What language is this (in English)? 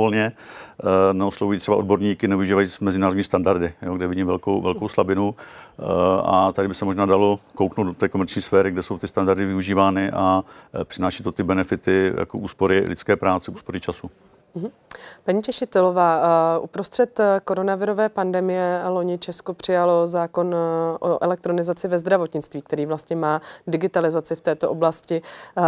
Czech